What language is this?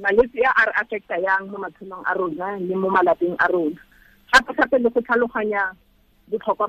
Tswana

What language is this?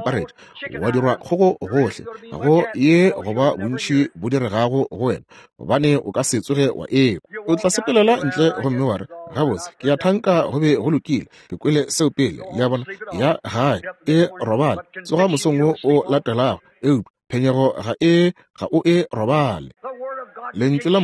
Northern Sotho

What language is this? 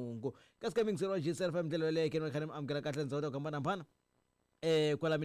Tsonga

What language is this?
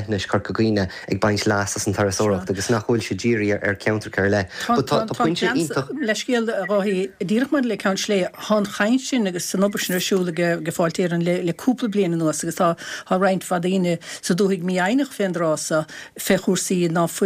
Irish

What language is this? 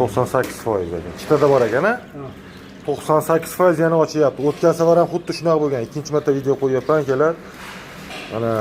Uzbek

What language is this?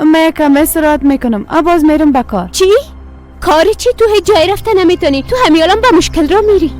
Persian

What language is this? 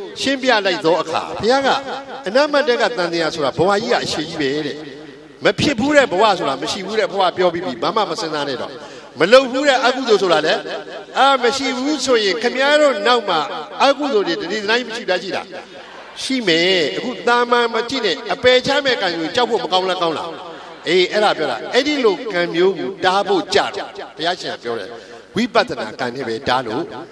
Burmese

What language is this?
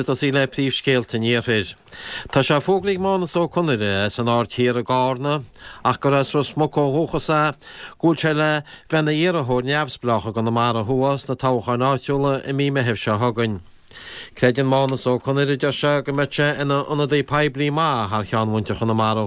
Irish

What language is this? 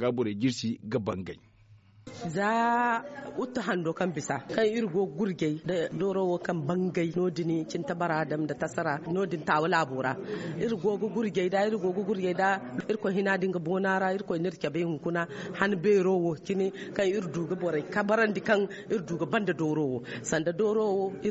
Zarma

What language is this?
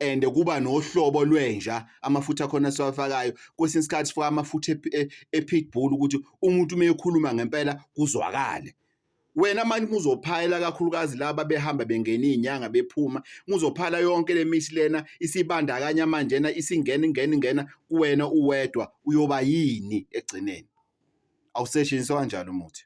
Zulu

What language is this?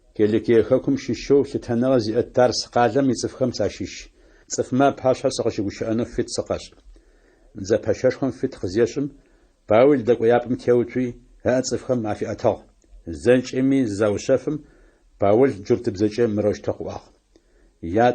Adyghe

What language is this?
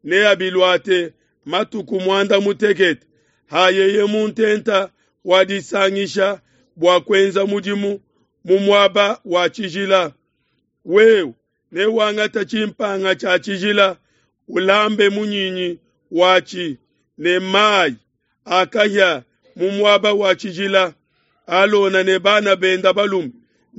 Luba-Lulua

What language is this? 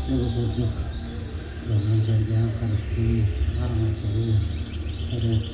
Yakut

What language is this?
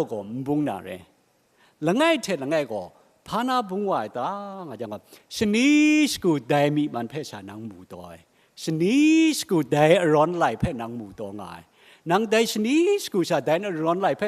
Kachin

